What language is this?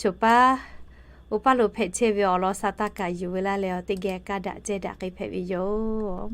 Lahu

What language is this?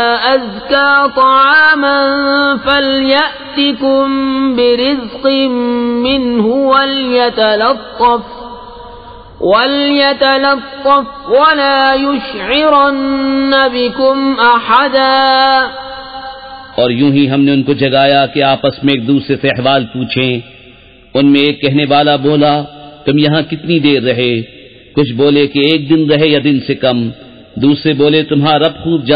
Urdu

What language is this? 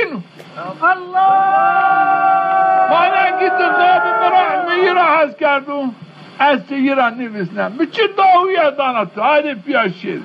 Zaza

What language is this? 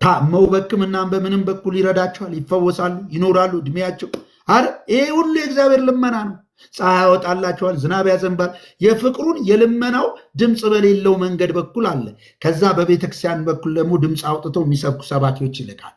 Amharic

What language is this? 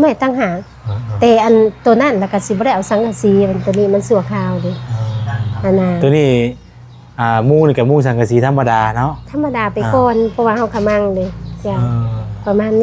Lao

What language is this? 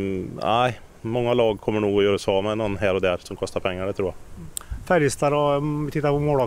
Swedish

